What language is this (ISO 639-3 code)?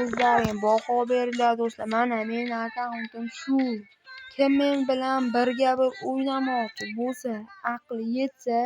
uzb